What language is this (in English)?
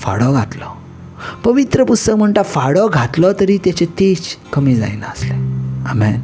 Konkani